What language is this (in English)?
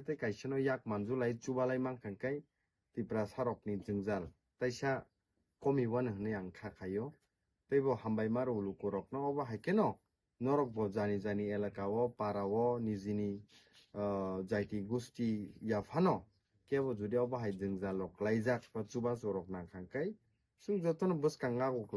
Kok Borok